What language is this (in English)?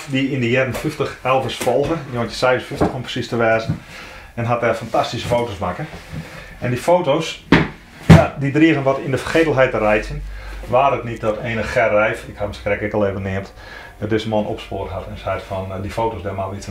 Western Frisian